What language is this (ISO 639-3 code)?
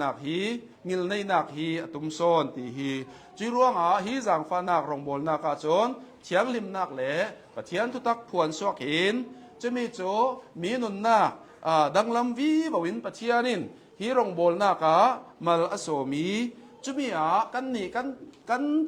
cnh